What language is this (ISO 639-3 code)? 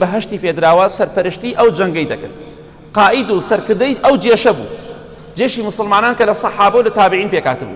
ckb